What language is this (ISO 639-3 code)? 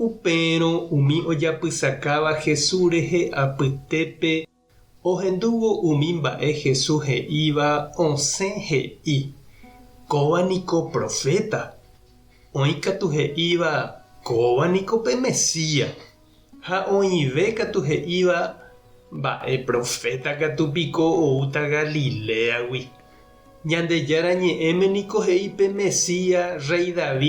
grn